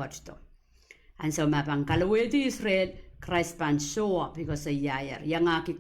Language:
Pohnpeian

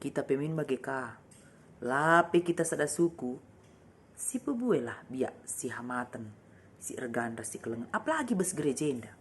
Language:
Batak Karo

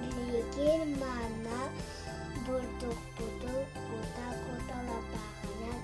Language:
Yakut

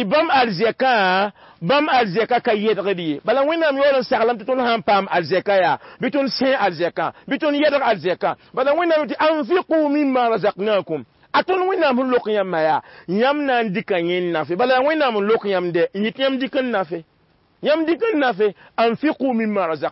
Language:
Mossi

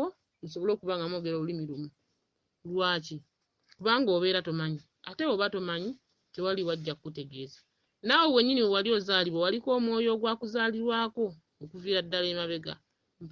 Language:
Ganda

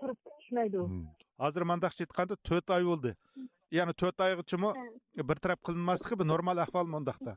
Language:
Uyghur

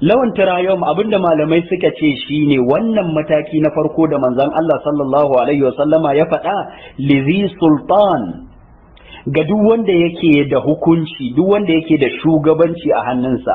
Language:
Hausa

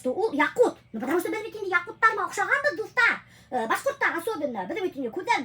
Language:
Bashkir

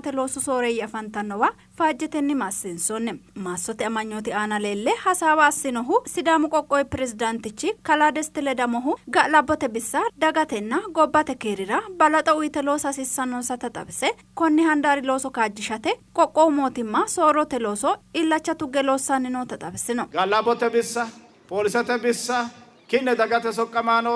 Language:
Sidamo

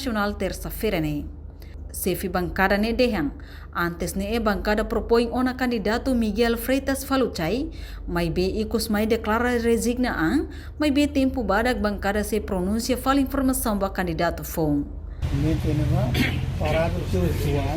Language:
Tetum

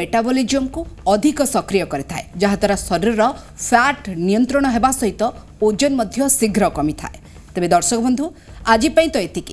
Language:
Odia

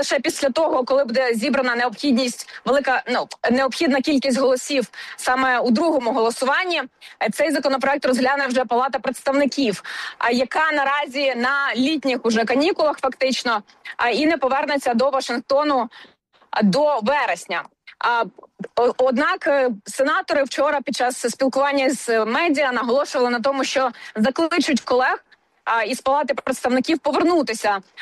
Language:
Ukrainian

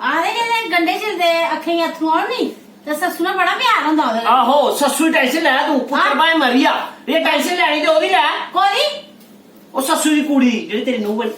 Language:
Dogri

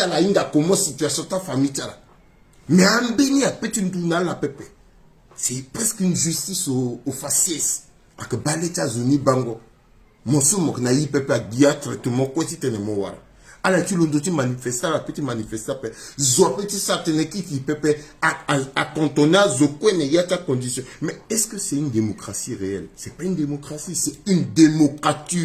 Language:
Sango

